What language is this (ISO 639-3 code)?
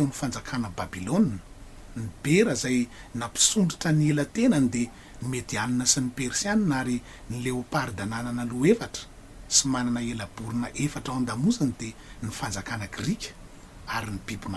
mlg